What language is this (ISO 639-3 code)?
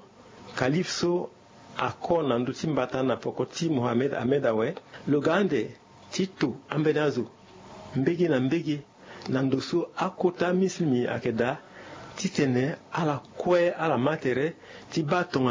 sag